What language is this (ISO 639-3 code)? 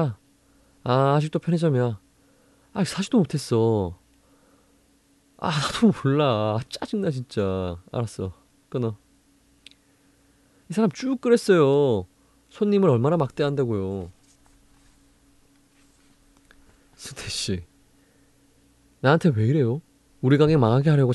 kor